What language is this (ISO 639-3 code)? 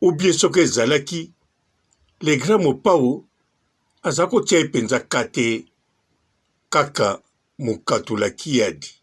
lin